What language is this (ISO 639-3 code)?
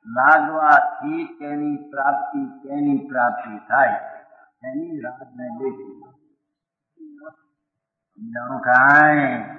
guj